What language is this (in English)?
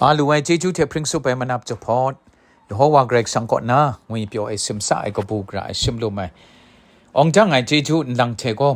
Kachin